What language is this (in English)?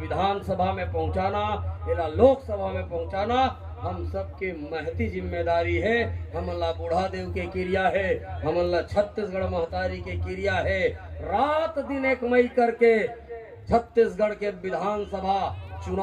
Chhattisgarhi